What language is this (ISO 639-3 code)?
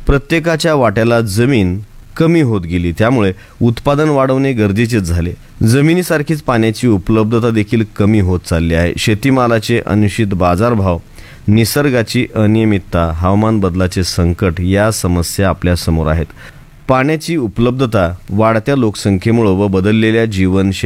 mar